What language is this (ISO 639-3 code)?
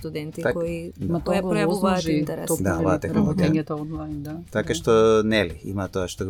mkd